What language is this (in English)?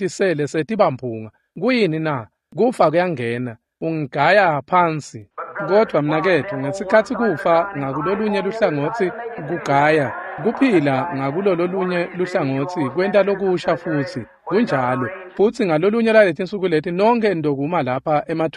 Swati